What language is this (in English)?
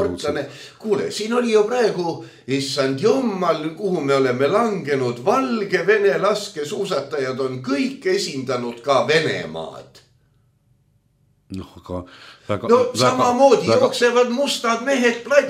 Estonian